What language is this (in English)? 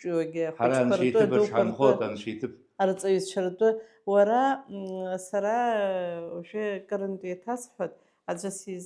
Abkhazian